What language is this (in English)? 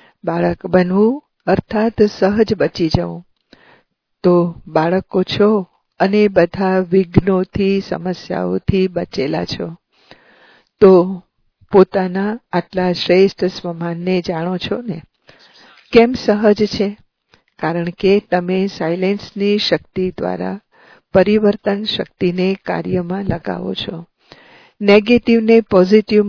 Gujarati